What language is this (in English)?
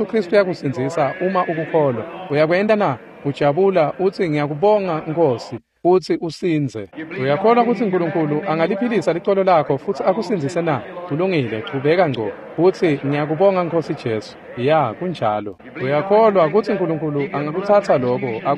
Swati